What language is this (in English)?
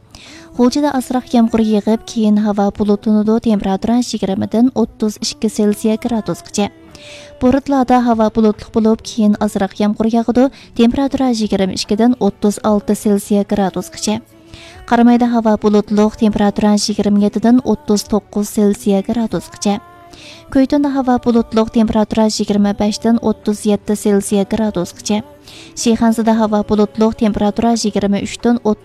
Uyghur